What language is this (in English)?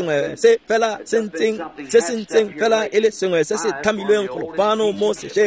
Tswana